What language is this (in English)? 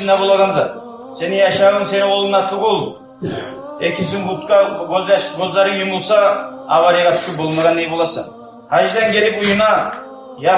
Kumyk